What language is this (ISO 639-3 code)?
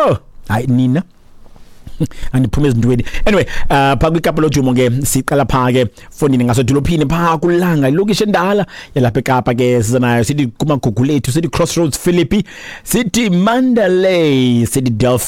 xho